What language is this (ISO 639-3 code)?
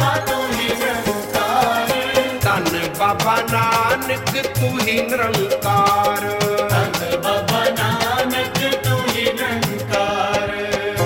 pan